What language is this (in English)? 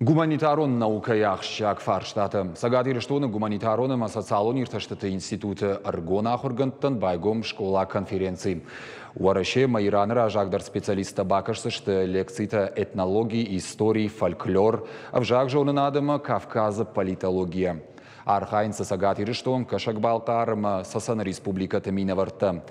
Ossetic